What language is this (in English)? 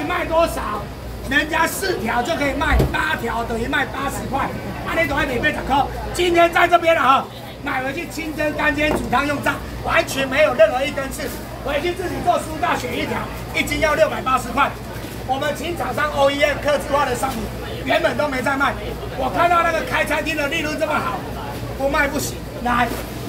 Chinese